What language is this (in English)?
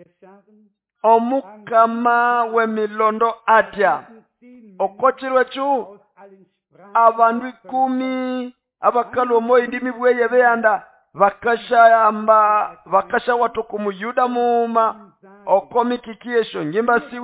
Nande